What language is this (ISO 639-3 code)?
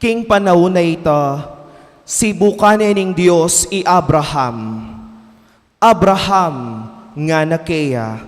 pam